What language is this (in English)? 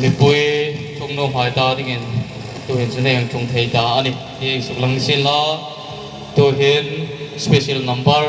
Hmar